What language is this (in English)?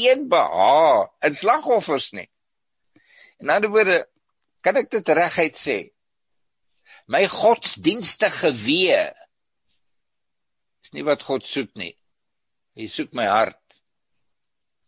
Afrikaans